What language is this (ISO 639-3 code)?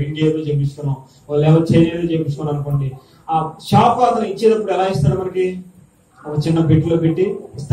tel